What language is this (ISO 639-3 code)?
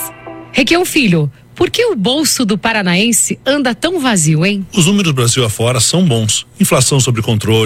por